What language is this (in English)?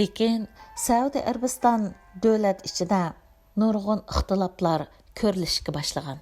Uyghur